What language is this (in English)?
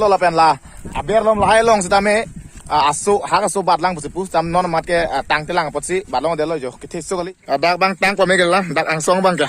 Karbi